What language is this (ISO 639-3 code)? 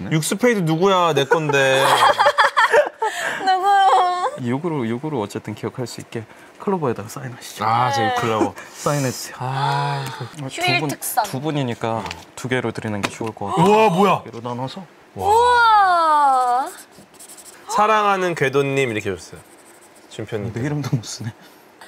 kor